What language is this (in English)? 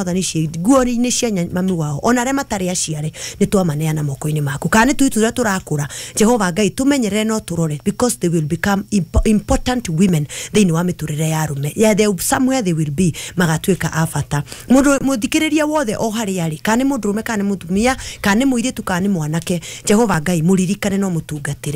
Kikuyu